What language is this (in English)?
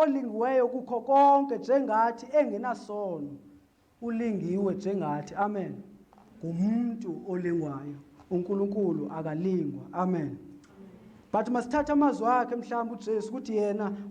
Zulu